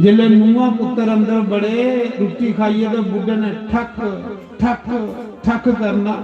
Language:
Dogri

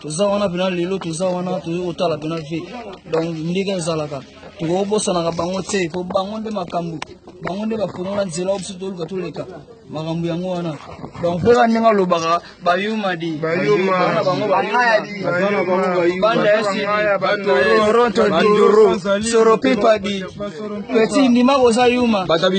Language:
Lingala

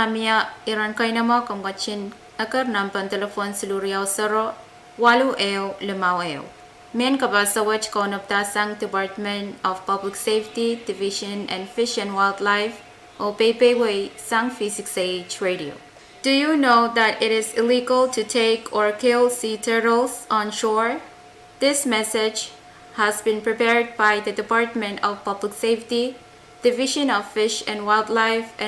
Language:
Pohnpeian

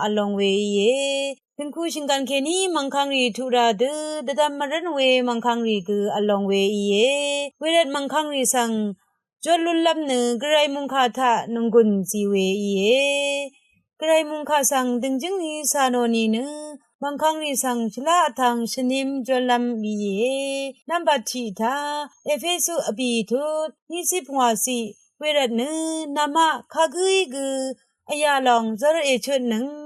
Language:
Rawang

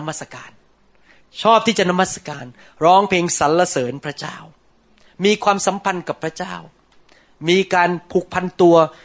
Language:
Thai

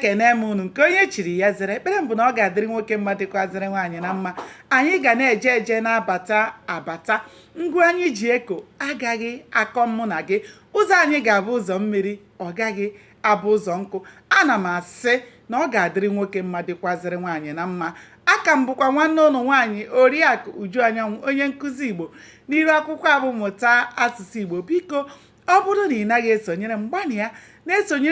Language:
Igbo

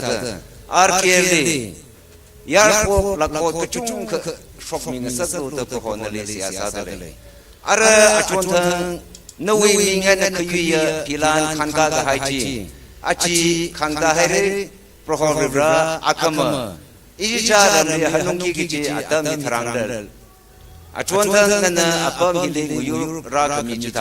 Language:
Tangkhul Naga (India)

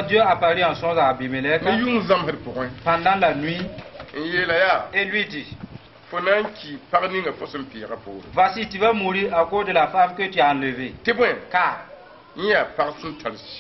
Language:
Mossi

